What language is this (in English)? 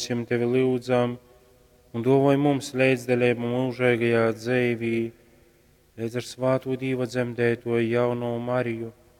Latgalian